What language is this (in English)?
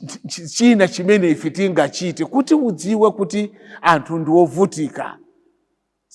Nyanja